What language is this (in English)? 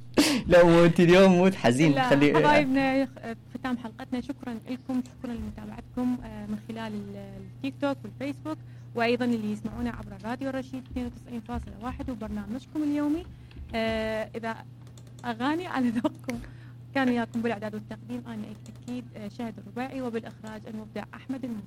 Mesopotamian Arabic